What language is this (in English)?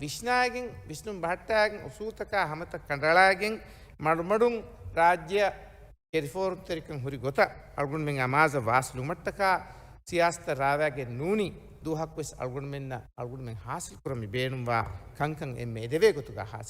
Divehi